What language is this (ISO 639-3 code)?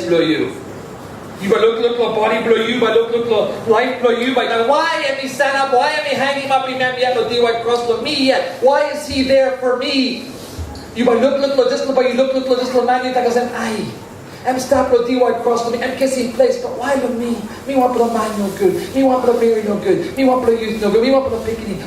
tpi